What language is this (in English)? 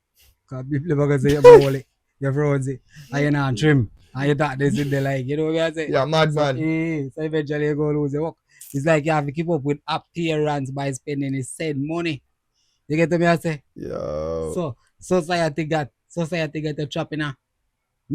Jamaican Creole English